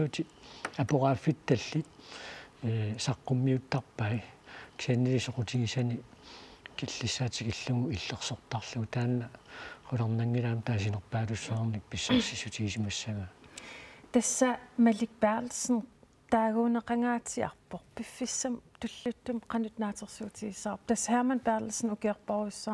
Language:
Kalaallisut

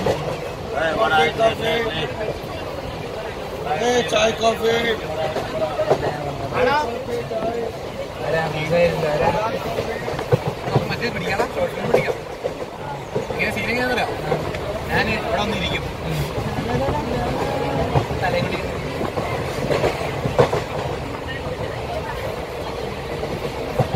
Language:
Malayalam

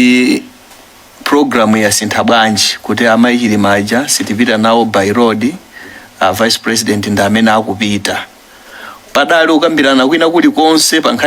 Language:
Nyanja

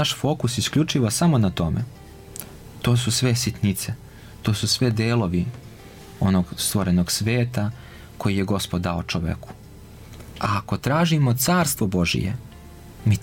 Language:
Serbian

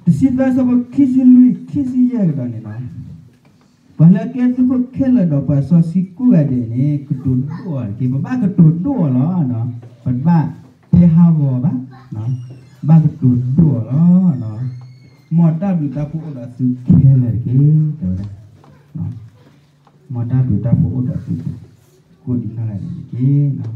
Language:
S'gaw Karen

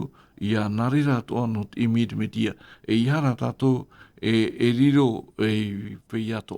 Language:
Tahitian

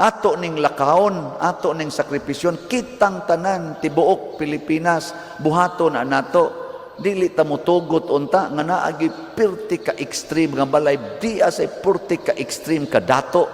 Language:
Cebuano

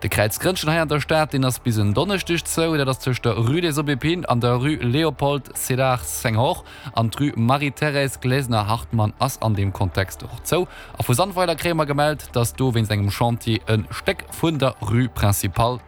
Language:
Luxembourgish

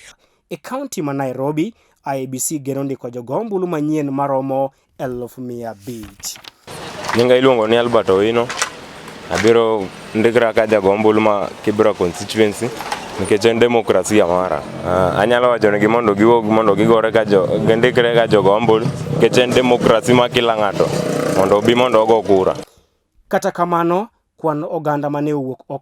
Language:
Luo (Kenya and Tanzania)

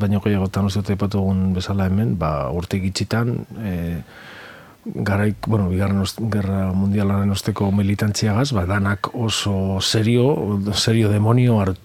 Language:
Basque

